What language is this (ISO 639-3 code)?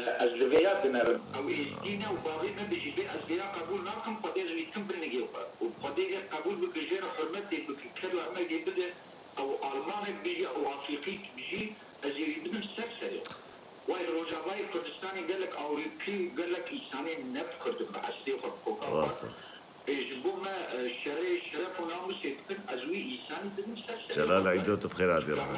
kur